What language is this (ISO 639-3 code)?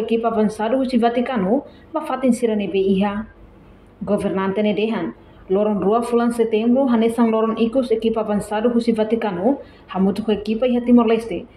tet